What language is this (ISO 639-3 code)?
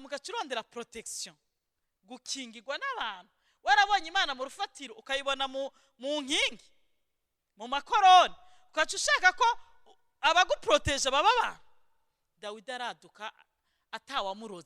run